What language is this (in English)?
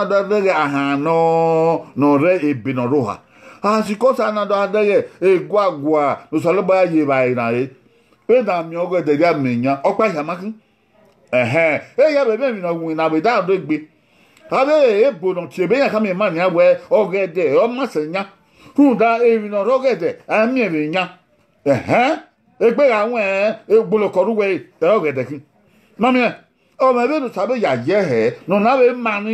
Bini